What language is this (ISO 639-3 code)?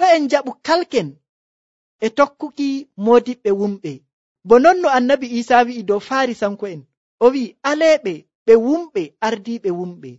fuv